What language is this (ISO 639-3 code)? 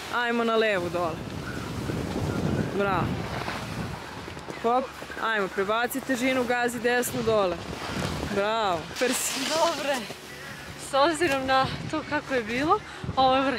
srp